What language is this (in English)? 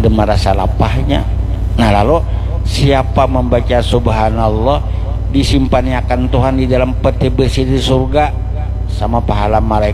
Banjar